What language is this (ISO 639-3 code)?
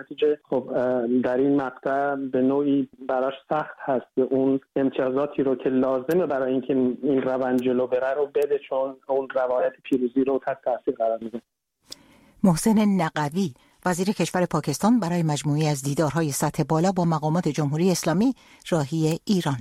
fas